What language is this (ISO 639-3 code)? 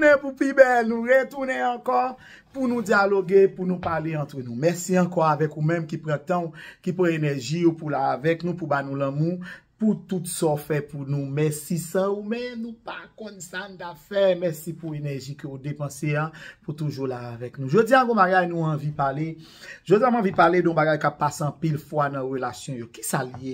hat